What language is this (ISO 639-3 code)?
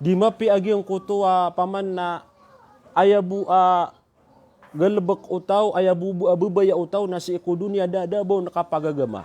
mrw